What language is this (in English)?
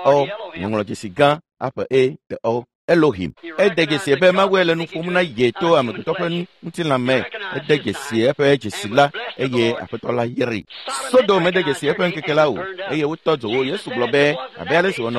Ewe